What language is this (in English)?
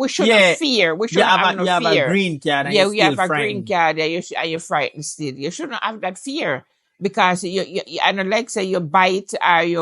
Jamaican Creole English